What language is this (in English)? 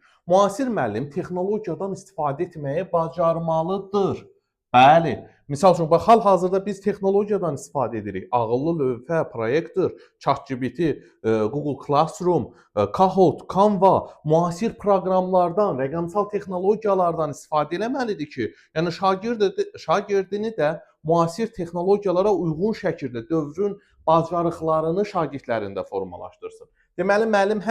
Azerbaijani